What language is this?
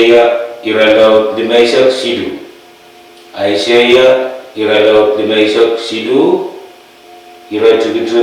Pohnpeian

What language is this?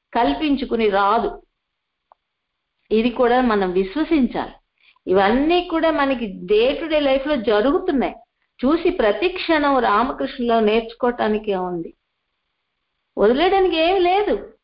Telugu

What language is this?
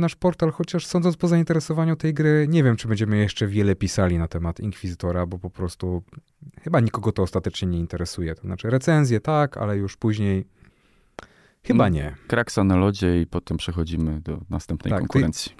Polish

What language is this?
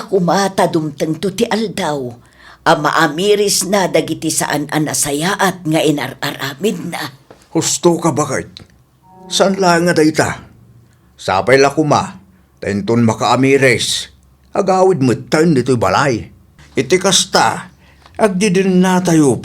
Iloko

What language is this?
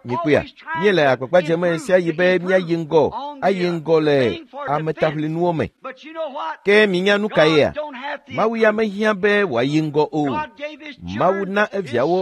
Ewe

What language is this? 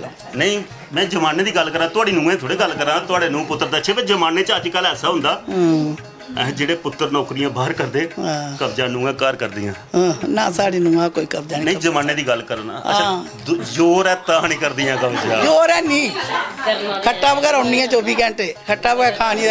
Dogri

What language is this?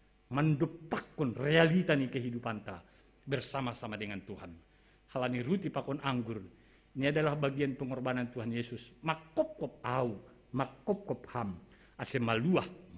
Batak Simalungun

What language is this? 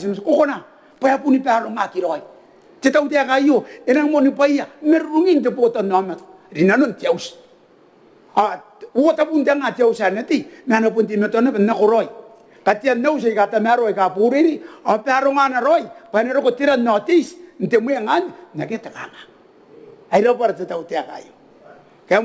Gilbertese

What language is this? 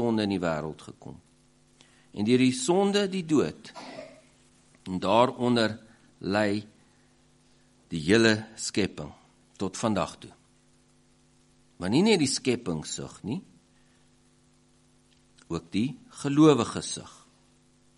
Afrikaans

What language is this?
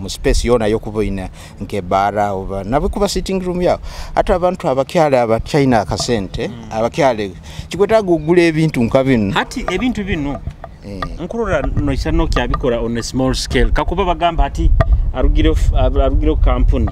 Nyoro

